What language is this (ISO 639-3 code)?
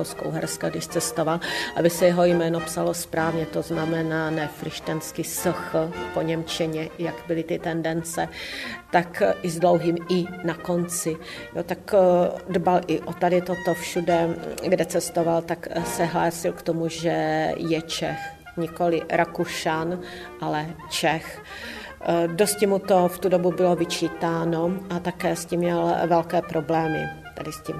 ces